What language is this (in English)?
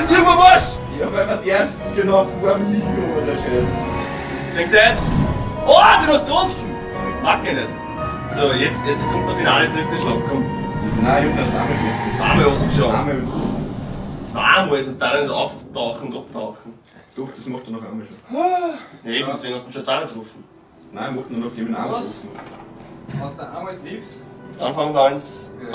Bavarian